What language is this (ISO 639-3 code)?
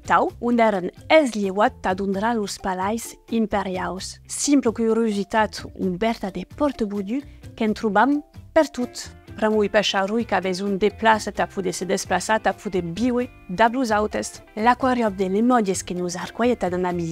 oci